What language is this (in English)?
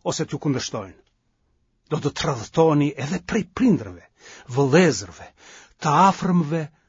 Albanian